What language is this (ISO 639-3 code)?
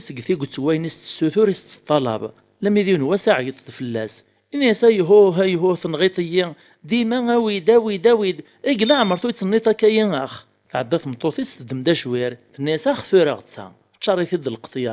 kab